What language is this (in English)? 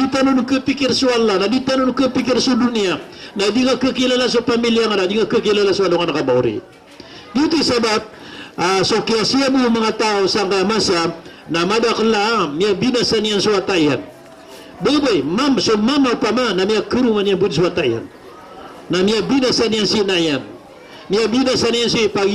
Maranao